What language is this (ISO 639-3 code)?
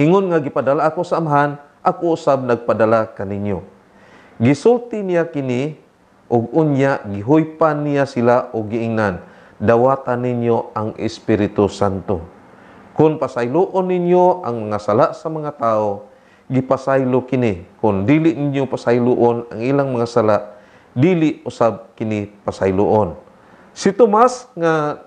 ceb